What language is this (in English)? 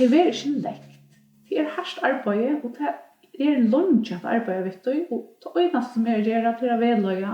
Faroese